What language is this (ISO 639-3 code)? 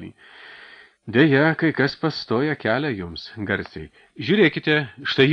lit